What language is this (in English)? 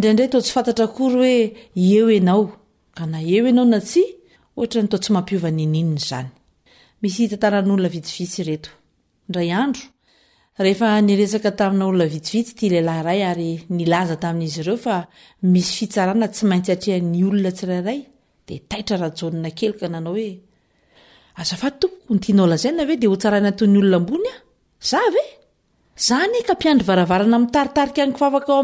Malagasy